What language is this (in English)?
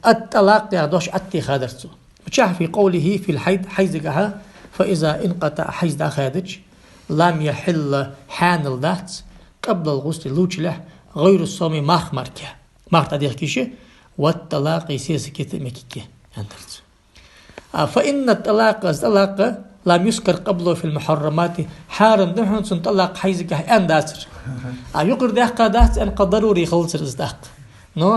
Ingush